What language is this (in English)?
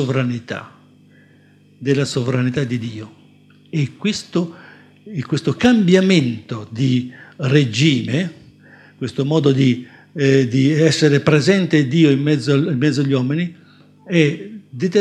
Italian